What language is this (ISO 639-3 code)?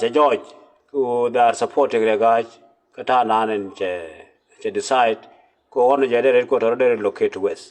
nus